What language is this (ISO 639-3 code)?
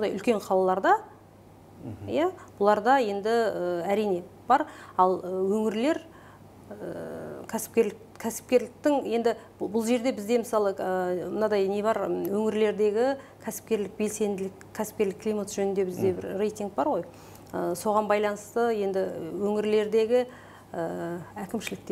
kaz